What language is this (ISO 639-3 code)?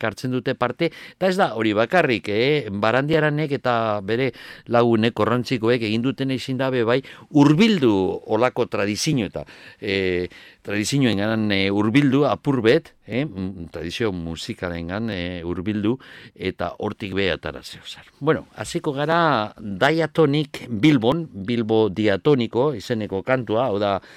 eus